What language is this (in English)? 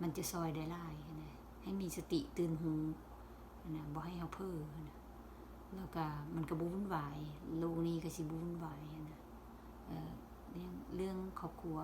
Lao